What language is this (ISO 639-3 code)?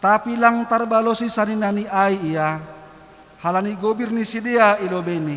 bts